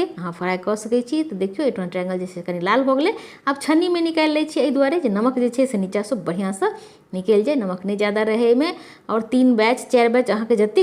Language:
Maithili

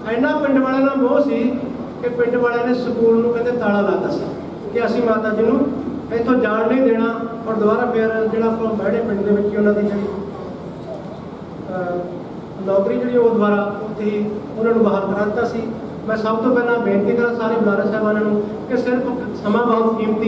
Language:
Punjabi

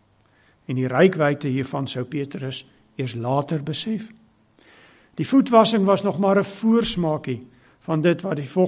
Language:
Afrikaans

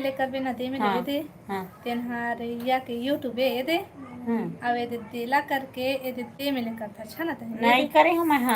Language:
Chhattisgarhi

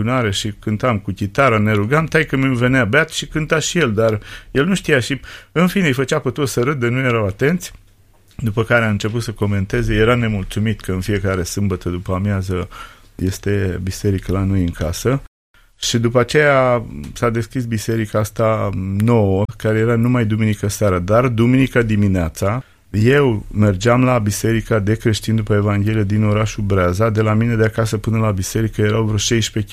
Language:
Romanian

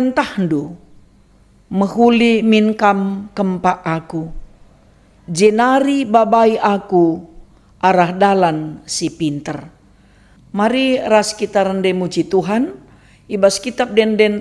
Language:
Batak Karo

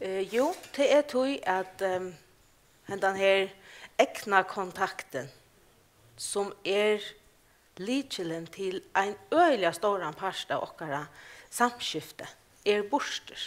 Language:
Faroese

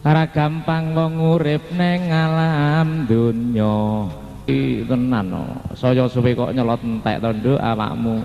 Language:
Javanese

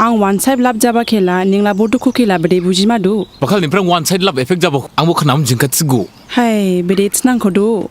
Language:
Dimasa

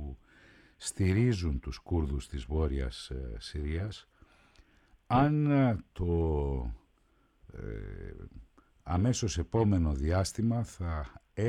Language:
Greek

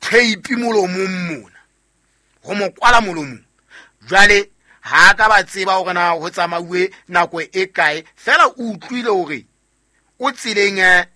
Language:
Southern Sotho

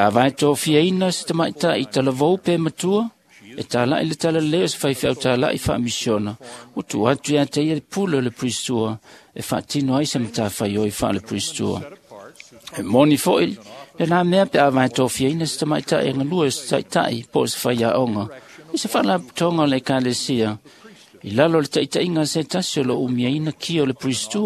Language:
Samoan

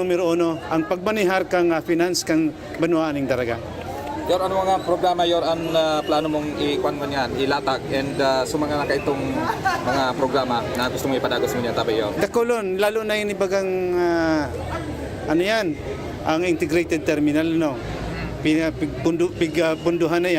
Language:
Bikol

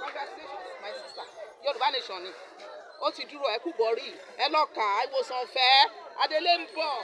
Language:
Yoruba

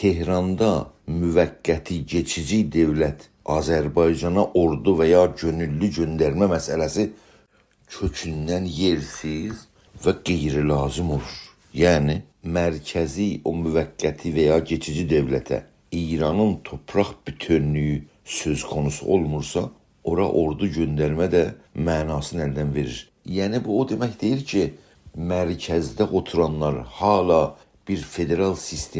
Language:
South Azerbaijani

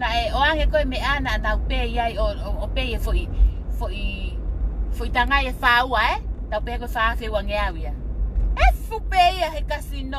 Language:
Tongan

